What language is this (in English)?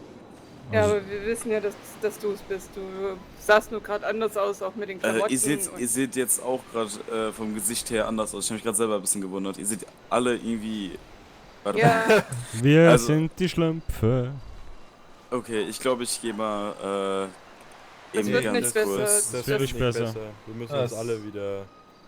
Swiss German